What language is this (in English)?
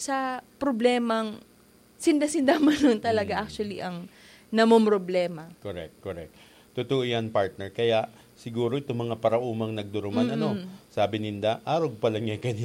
Bikol